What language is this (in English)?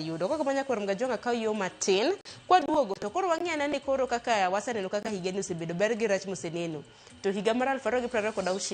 Luo (Kenya and Tanzania)